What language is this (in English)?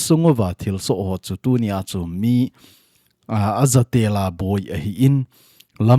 Thado Chin